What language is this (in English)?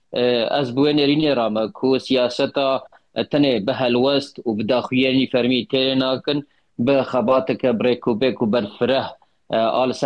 Kurdish